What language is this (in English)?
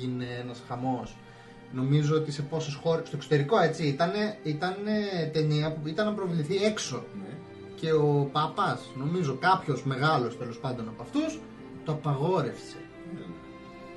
Greek